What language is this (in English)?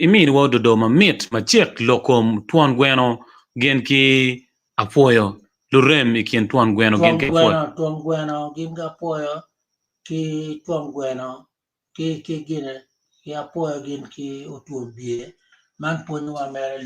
Acoli